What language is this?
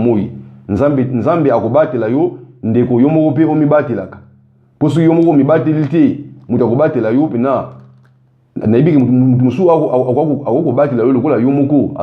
Lingala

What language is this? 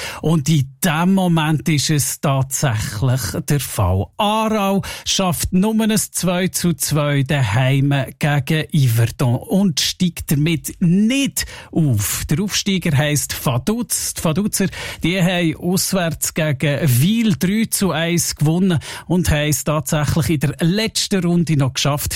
German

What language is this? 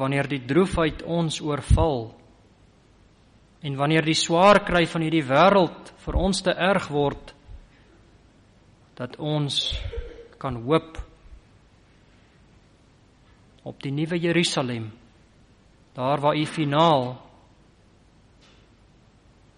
Afrikaans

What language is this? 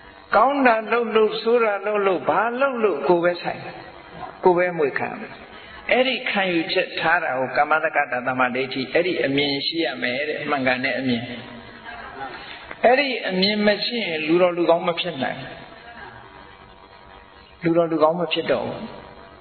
Burmese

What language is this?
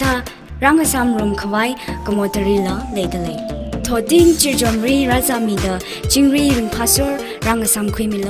Tangkhul Naga (India)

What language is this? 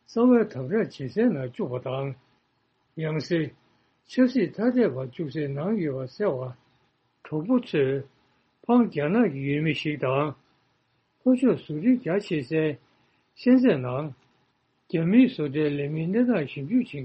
Tibetan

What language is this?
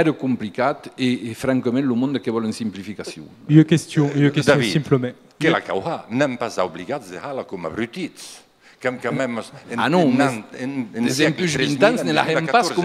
Occitan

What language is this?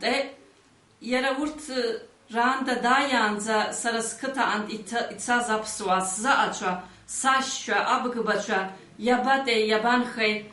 Abkhazian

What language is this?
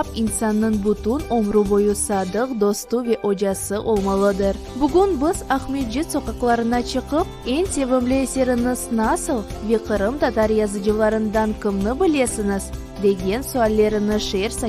Crimean Tatar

